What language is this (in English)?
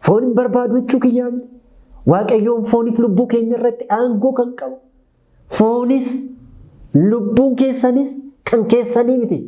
Oromo